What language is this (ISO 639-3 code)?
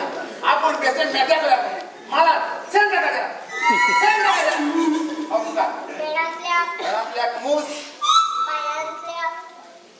kok